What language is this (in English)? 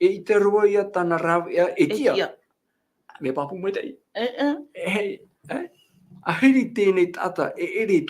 Tahitian